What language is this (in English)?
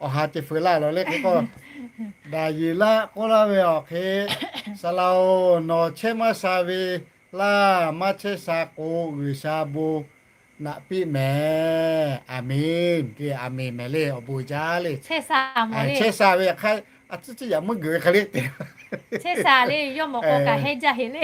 Lahu